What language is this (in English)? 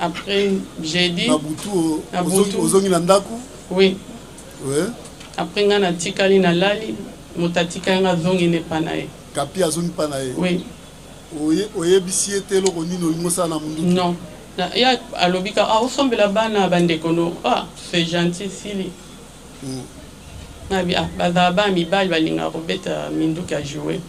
Lingala